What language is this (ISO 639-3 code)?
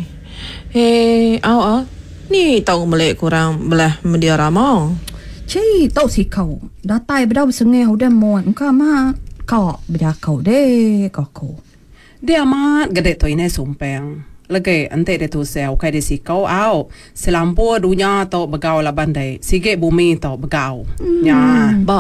iba